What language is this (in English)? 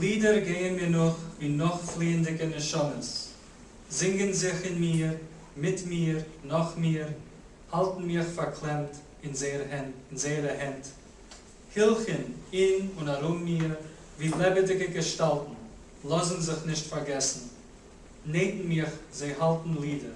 Yiddish